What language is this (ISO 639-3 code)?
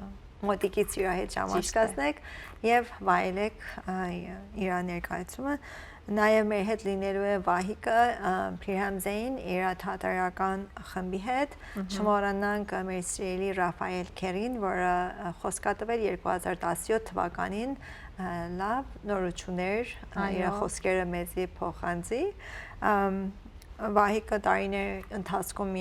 hyw